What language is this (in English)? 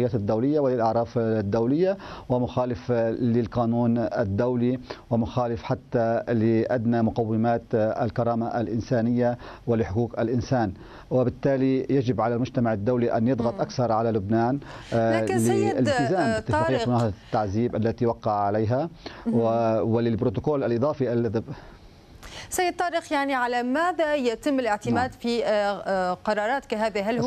Arabic